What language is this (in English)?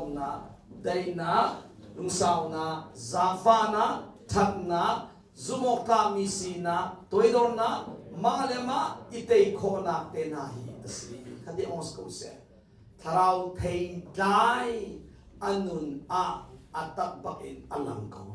Hakha Chin